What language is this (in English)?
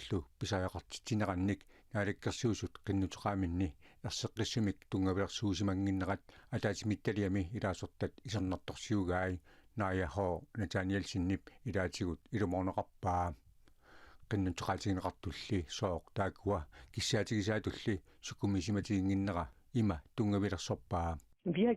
Kalaallisut